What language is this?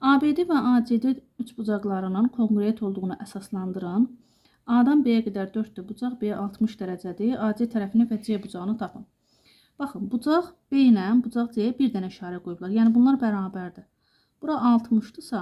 Azerbaijani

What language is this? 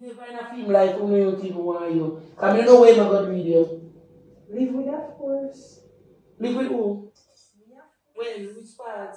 Jamaican Creole English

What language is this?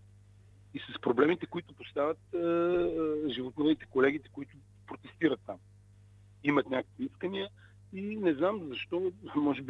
Bulgarian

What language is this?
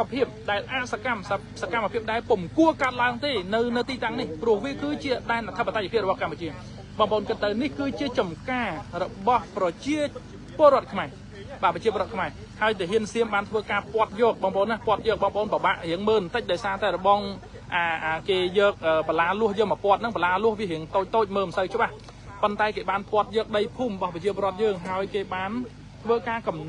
Khmer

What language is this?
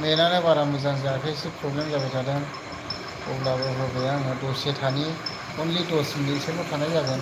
Bodo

